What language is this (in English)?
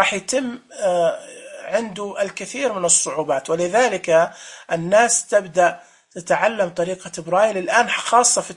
Najdi Arabic